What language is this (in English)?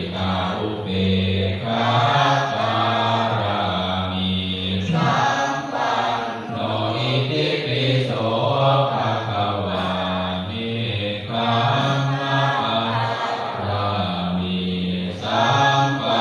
Pali